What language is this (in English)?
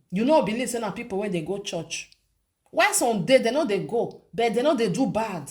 Nigerian Pidgin